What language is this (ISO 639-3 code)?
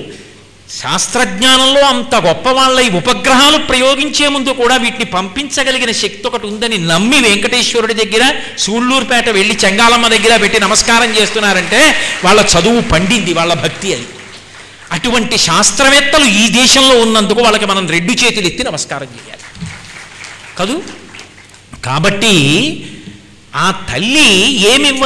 tel